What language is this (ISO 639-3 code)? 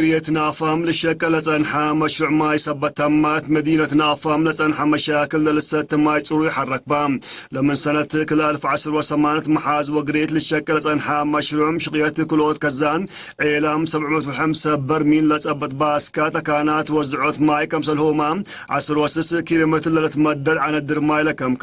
tig